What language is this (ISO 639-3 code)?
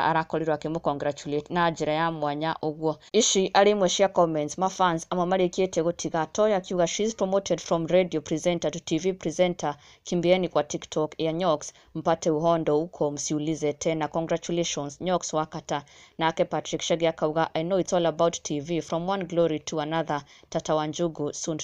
kik